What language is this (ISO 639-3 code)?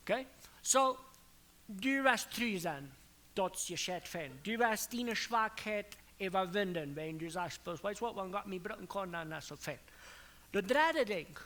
pdt